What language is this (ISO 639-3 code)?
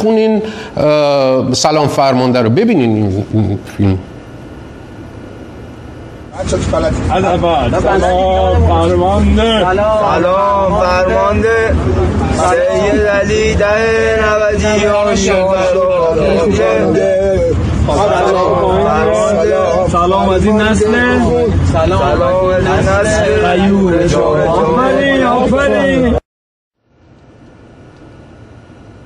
fas